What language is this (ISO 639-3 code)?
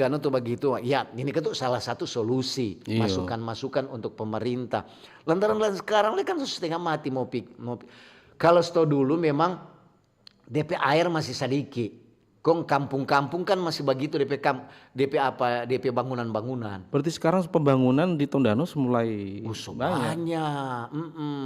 xmm